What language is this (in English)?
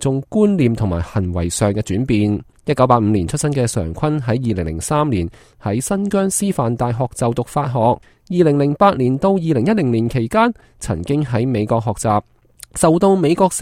Cantonese